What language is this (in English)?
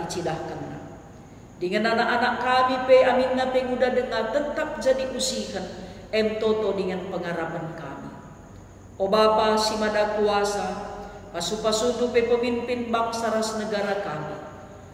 Batak Karo